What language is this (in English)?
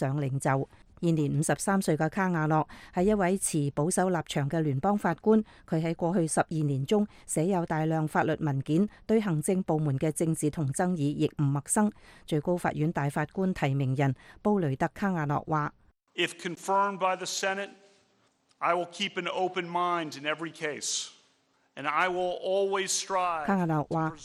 Cantonese